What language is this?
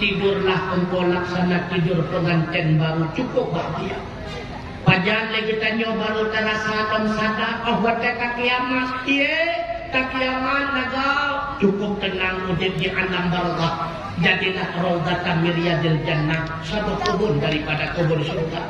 Achinese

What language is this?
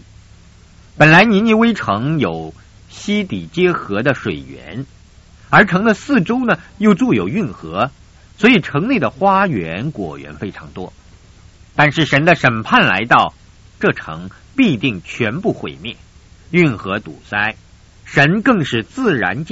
Chinese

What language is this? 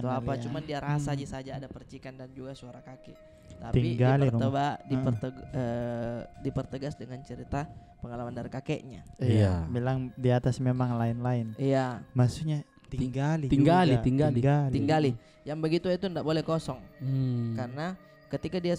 Makassar Malay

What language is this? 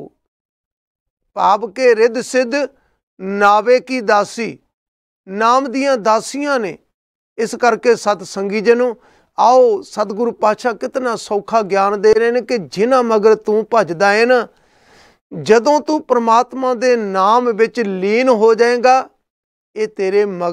Punjabi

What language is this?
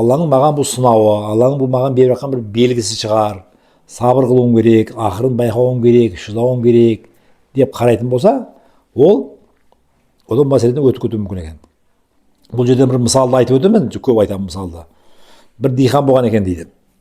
Kazakh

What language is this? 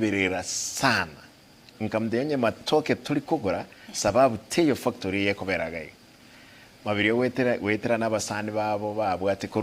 Gusii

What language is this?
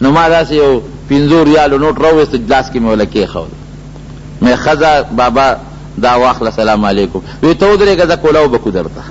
Pashto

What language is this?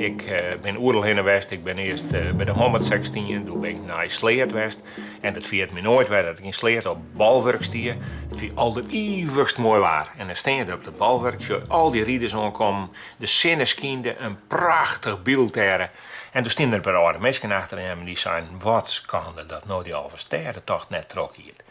Western Frisian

